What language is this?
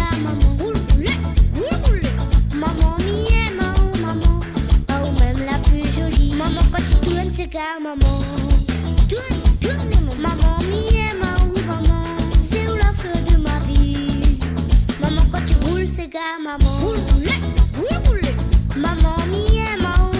Morisyen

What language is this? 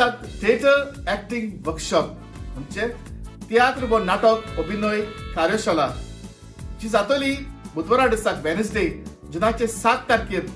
Konkani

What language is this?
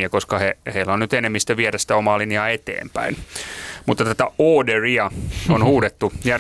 Finnish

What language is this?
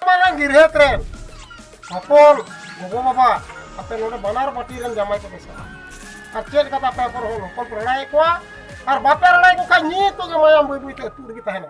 Santali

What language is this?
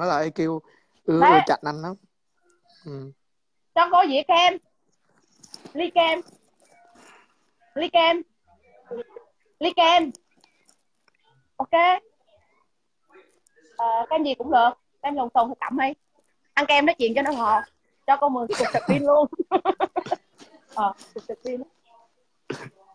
Vietnamese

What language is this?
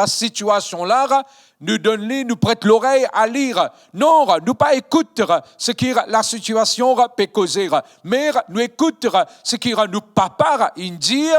Morisyen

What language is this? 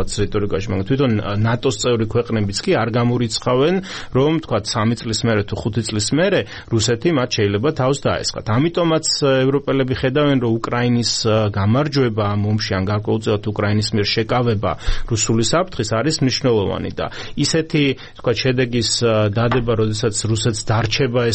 Georgian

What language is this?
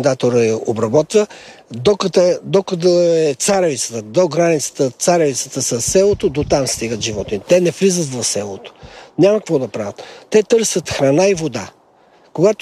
Bulgarian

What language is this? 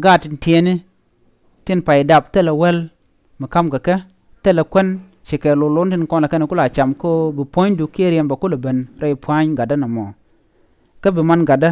Nuer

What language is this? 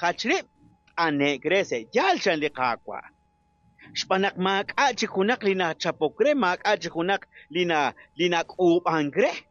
Kekchí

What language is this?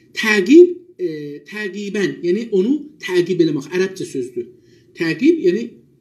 South Azerbaijani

